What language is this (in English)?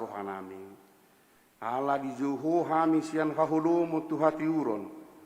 Batak Toba